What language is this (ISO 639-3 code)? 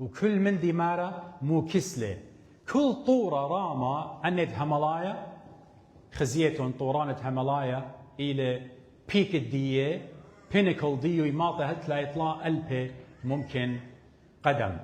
aii